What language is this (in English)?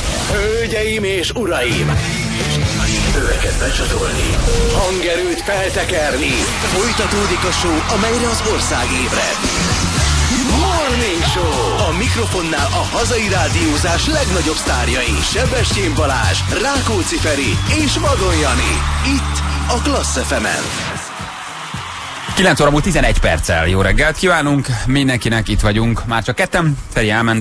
Hungarian